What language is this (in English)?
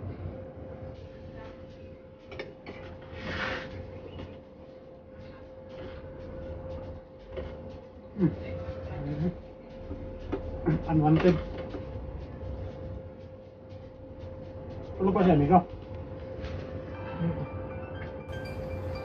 Filipino